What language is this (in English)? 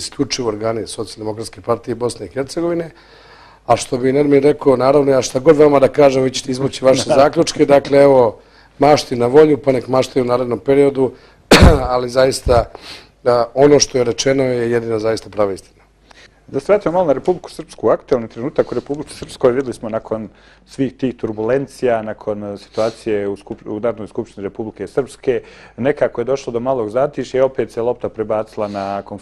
Bosnian